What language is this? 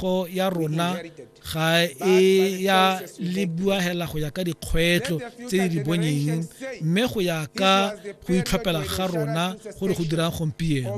Tswana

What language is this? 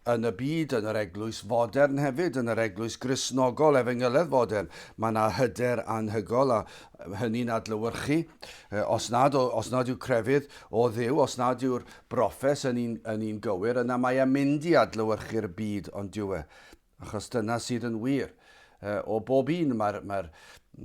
Welsh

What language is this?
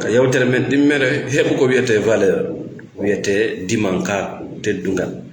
Fula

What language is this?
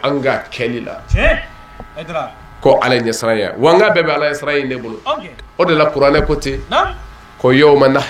Bambara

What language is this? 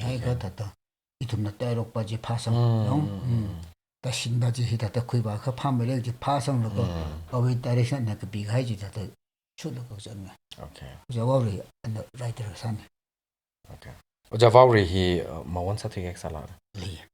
Tangkhul Naga (India)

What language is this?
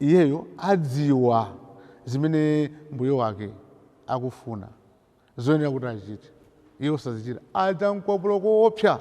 Nyanja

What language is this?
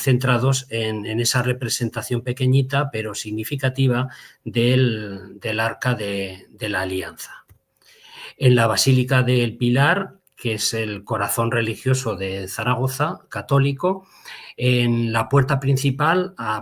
Ladino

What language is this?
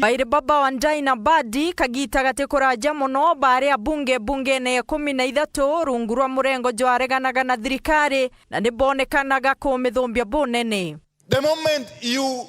Meru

